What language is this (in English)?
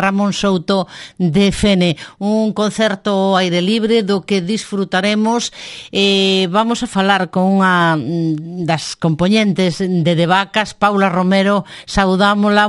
Galician